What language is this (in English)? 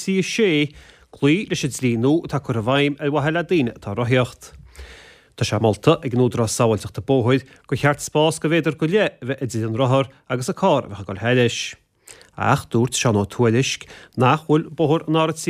Irish